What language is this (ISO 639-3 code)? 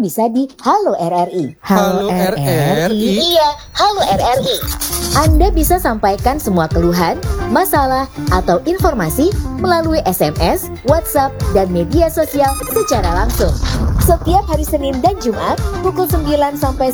ind